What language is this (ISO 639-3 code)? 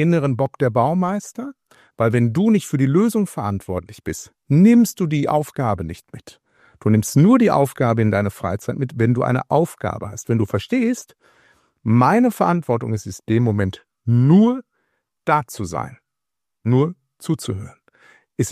deu